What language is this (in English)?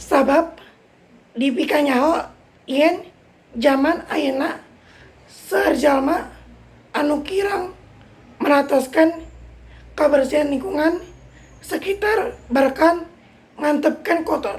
Sundanese